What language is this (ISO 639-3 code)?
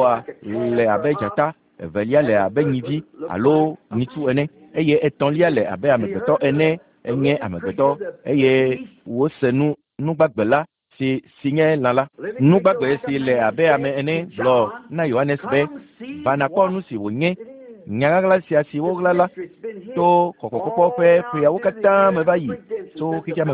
ewe